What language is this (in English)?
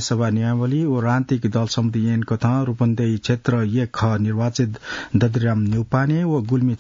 Newari